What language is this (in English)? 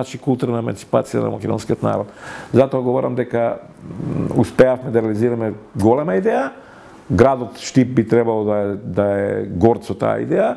Macedonian